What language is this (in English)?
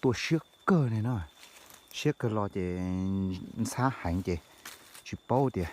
Hmong